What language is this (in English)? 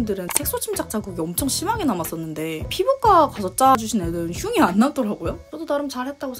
Korean